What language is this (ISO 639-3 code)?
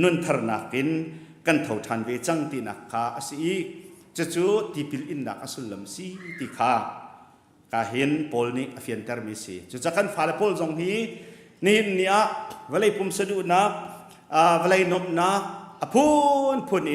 cnh